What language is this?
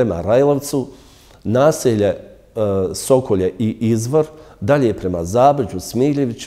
Bosnian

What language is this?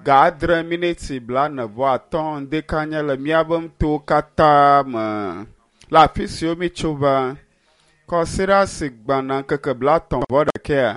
Ewe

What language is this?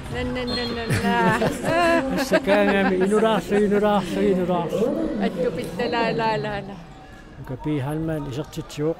Kalaallisut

